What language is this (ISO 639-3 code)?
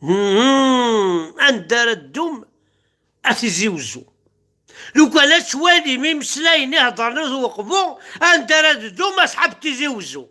kab